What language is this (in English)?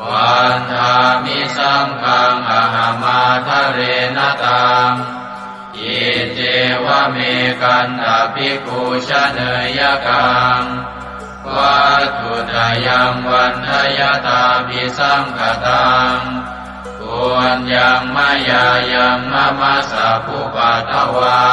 Pali